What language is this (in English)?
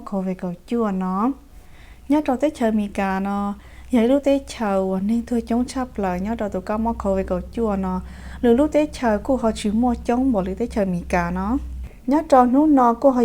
Hmong